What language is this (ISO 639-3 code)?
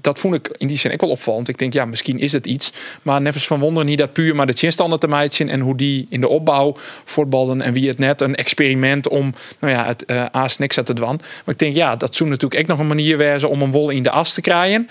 fry